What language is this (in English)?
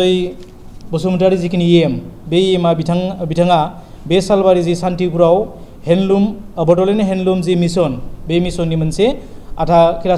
Bodo